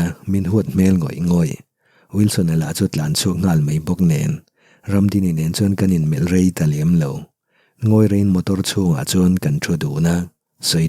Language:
Mizo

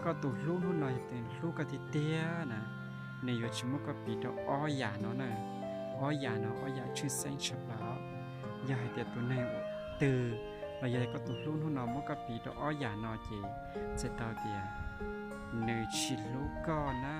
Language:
Hmong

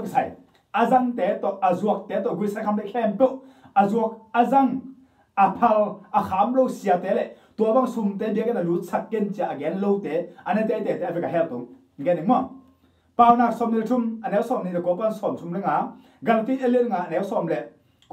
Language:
Tedim Chin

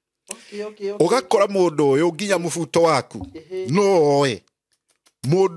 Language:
Kikuyu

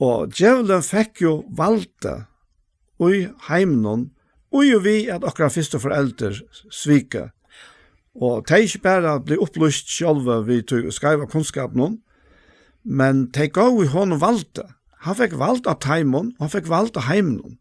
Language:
Faroese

